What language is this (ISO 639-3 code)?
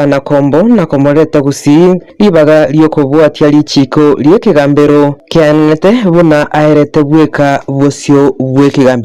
guz